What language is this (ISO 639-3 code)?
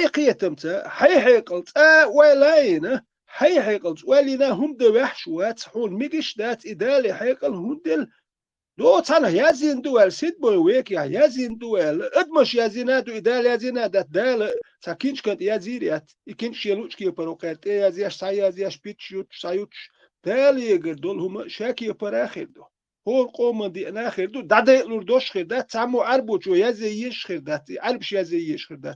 che